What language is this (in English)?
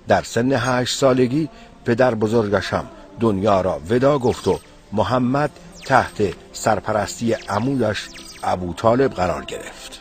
Tajik